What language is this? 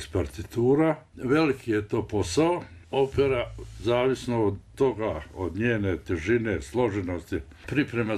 Bosnian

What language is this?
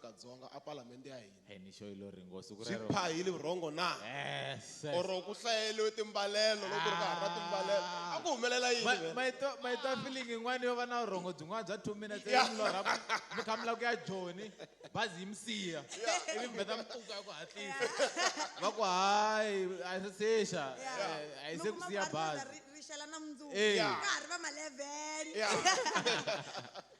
Tsonga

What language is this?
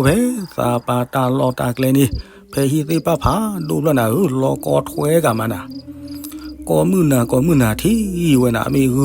S'gaw Karen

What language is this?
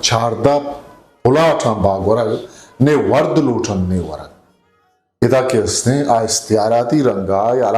Eastern Balochi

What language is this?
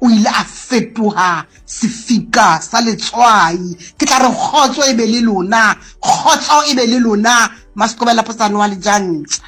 Southern Sotho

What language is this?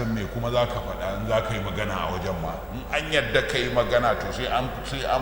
Hausa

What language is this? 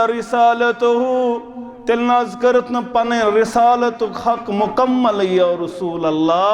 Kashmiri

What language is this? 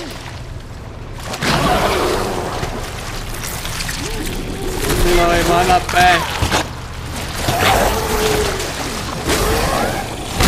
Hebrew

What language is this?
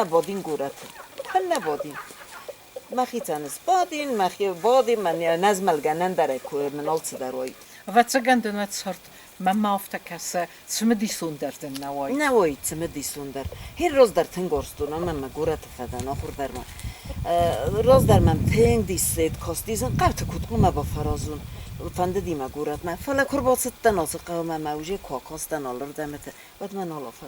Ossetic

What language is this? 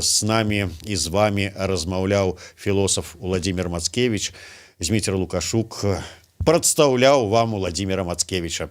Belarusian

